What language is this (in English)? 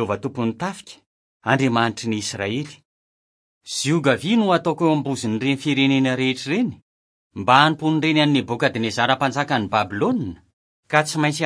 Malagasy